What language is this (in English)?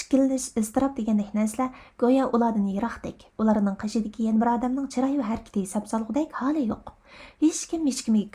Uyghur